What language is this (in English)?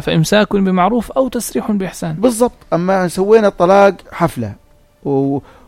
North Levantine Arabic